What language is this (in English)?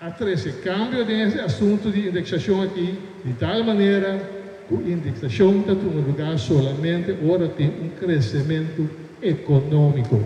Papiamento